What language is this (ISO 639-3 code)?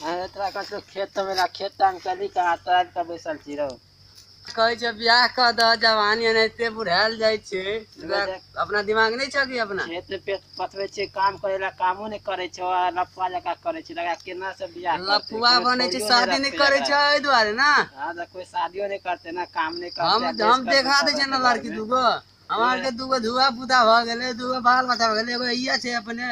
mai